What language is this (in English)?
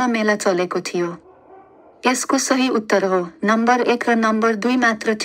Nepali